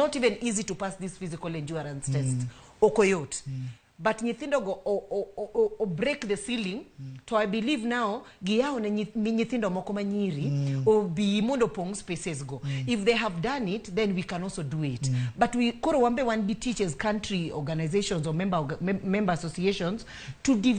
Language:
Luo (Kenya and Tanzania)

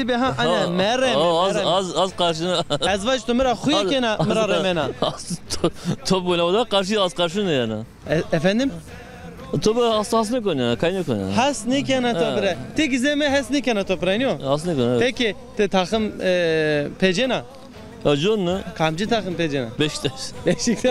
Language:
Zaza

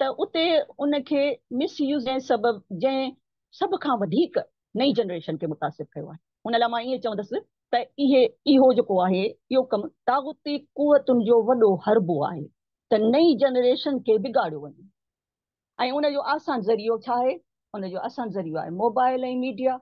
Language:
Sindhi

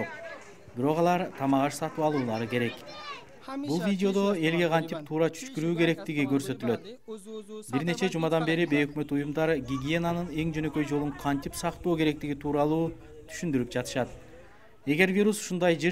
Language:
Kyrgyz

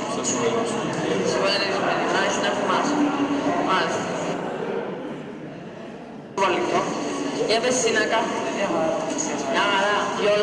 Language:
Greek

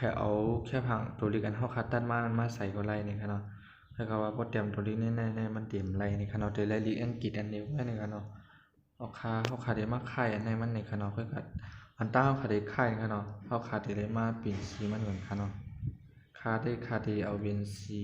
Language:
Shan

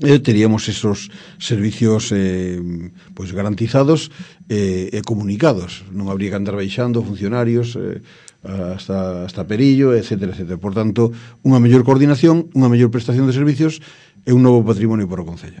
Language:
Galician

